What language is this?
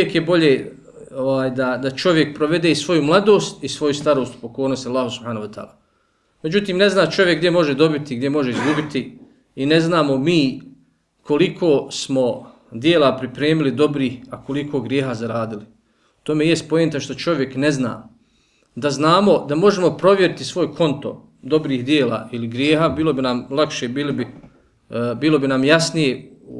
Bosnian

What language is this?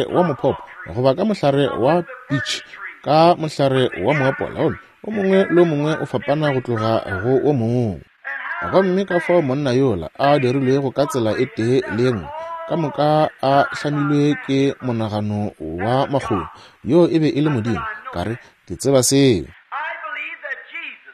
Northern Sotho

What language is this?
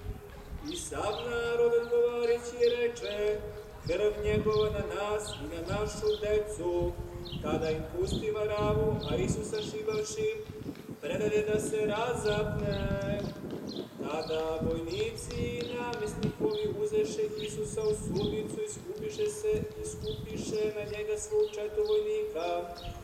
Serbian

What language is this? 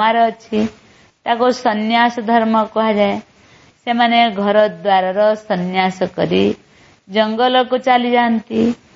Odia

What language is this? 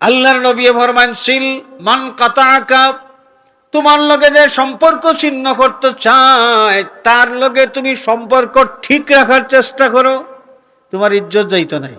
Sylheti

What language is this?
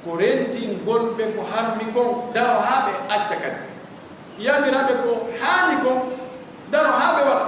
Pular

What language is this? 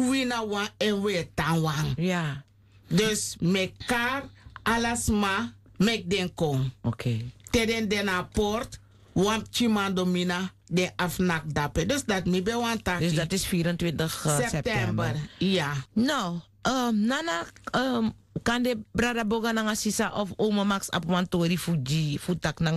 Sranan Tongo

